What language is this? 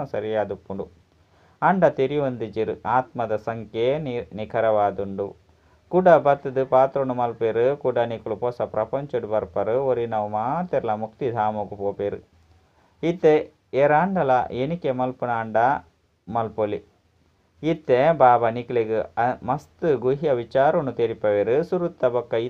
Tulu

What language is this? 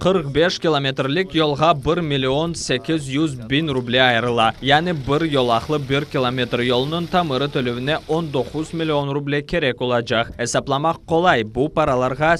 Crimean Tatar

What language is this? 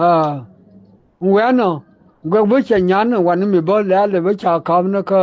Nuer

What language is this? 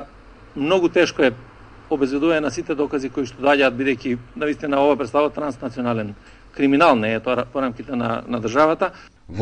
Macedonian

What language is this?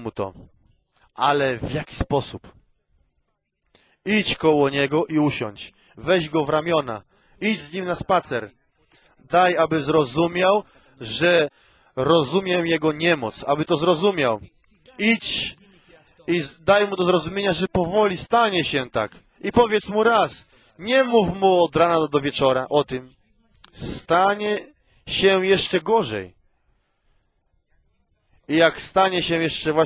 Polish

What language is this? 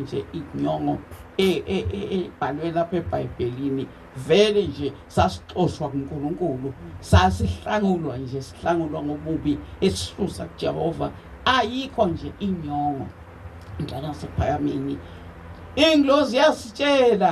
Zulu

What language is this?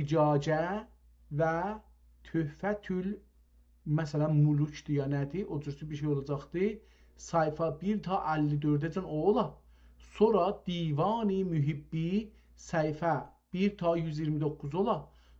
South Azerbaijani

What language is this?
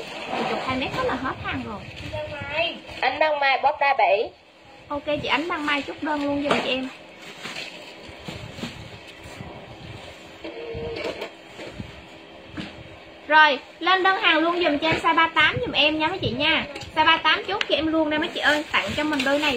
Vietnamese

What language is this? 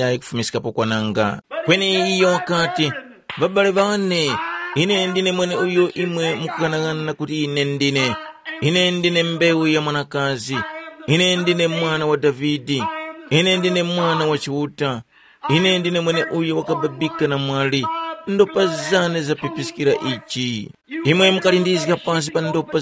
Tumbuka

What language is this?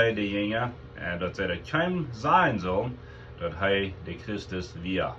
Plautdietsch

